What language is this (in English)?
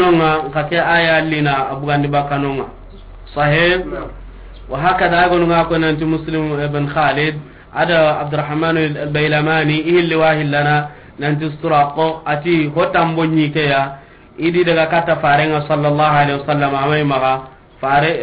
Soninke